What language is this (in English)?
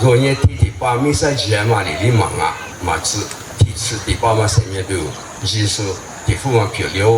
Lisu